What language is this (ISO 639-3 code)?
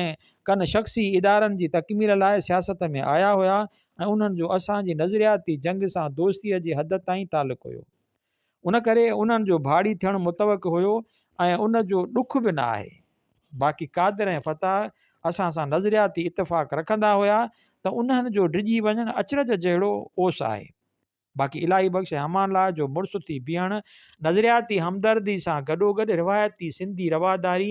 snd